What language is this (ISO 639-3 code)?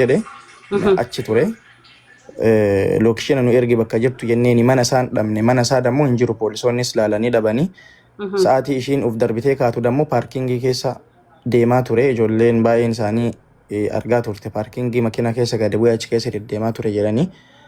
orm